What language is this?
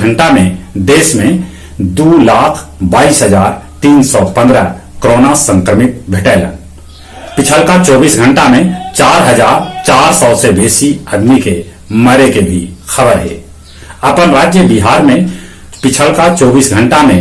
Magahi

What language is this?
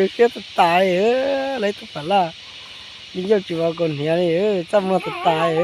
Hmong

